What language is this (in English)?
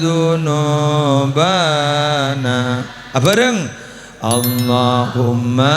Madurese